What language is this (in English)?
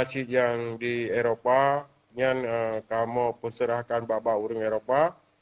Achinese